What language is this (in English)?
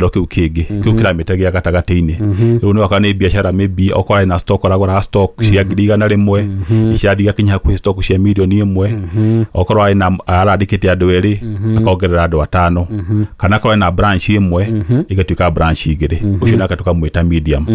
Kikuyu